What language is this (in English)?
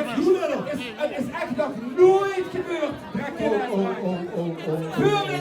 Limburgish